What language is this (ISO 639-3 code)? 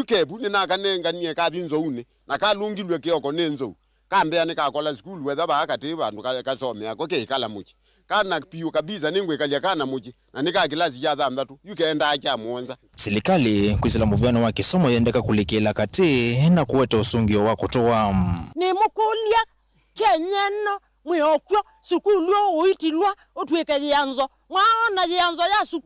kam